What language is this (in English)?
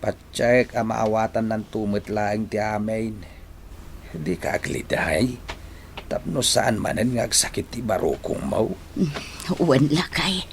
Iloko